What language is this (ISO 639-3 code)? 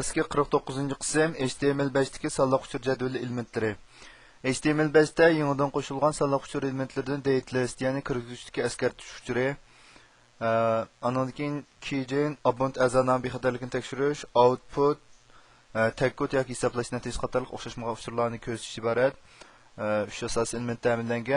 uig